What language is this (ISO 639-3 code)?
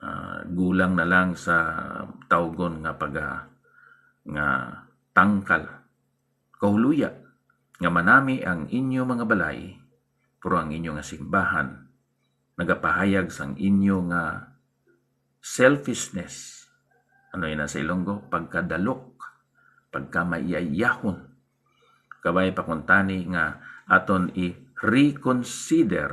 hil